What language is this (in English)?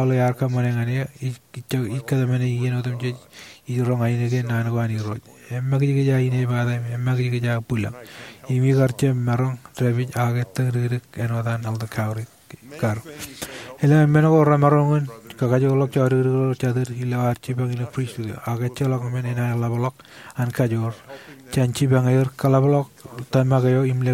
Marshallese